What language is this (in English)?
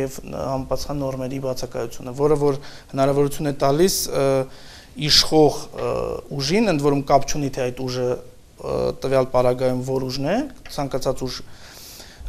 Armenian